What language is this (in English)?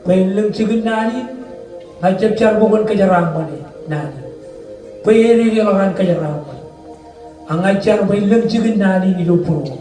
Marshallese